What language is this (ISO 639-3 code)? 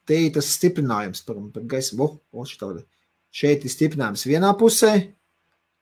lav